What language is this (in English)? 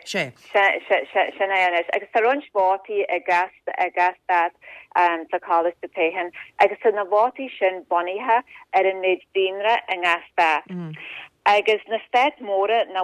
Irish